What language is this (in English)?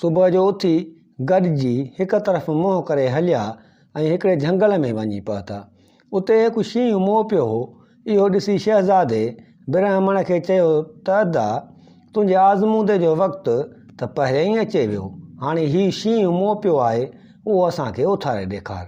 Sindhi